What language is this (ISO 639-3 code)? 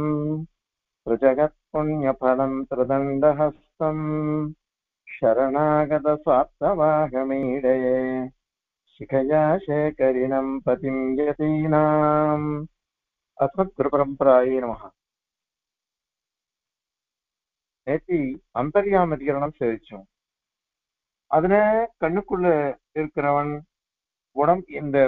tam